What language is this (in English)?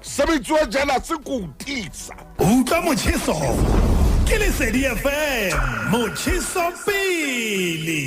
Southern Sotho